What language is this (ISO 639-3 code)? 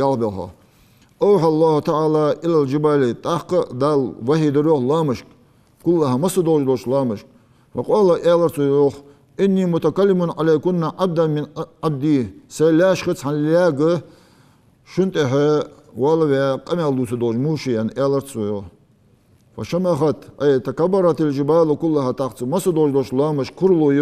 inh